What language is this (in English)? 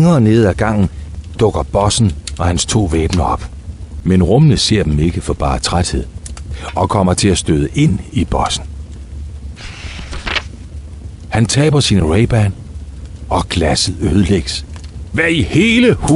Danish